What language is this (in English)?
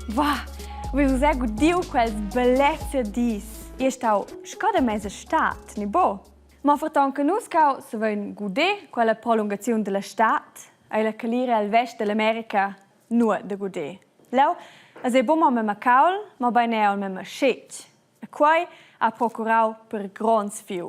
Romansh